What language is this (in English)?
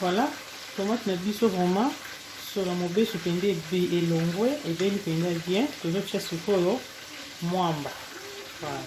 Lingala